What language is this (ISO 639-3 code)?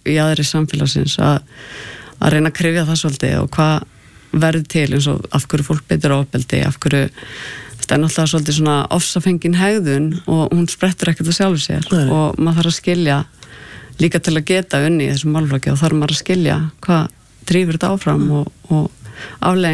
isl